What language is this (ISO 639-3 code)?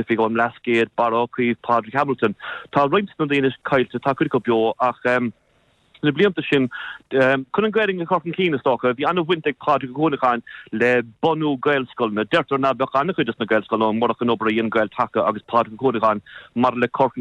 gle